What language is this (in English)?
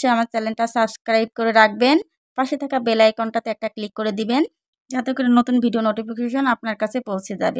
Bangla